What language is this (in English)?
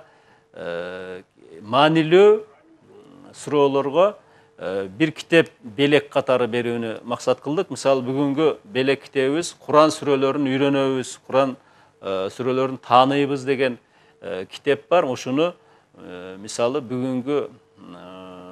Kyrgyz